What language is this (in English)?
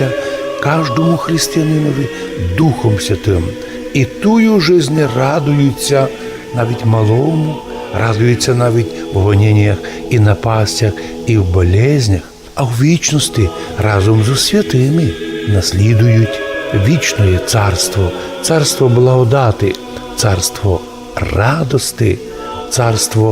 Rusyn